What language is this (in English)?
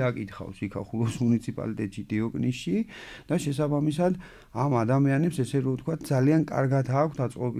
Georgian